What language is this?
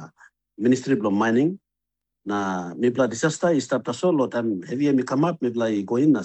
Tok Pisin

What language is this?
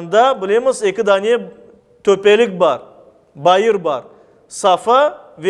Crimean Tatar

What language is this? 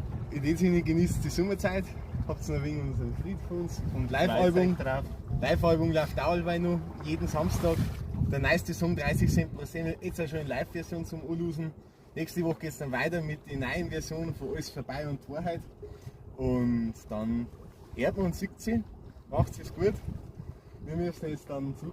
Bavarian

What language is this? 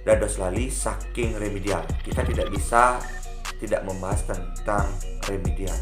Balinese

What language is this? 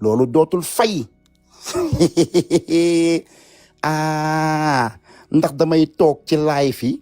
Wolof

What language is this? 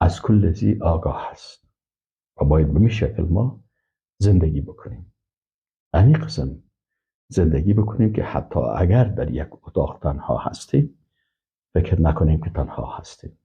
Persian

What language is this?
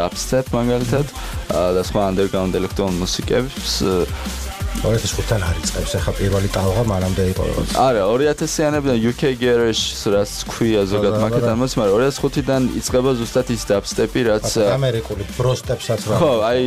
Georgian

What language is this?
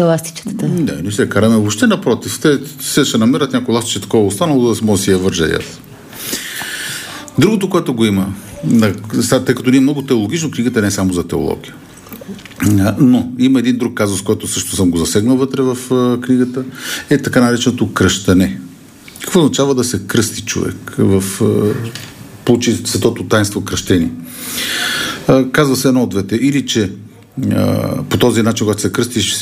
Bulgarian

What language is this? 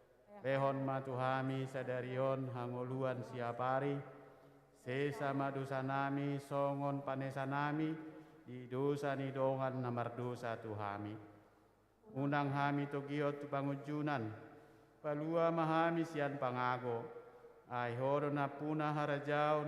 Batak Toba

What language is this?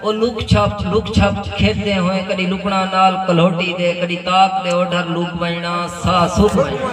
Saraiki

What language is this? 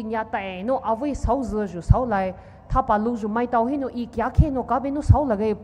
Poumei Naga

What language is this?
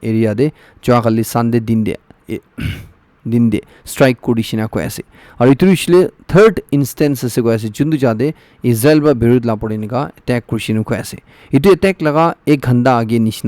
Naga Pidgin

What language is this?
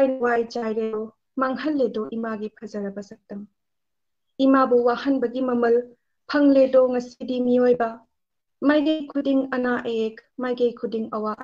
Manipuri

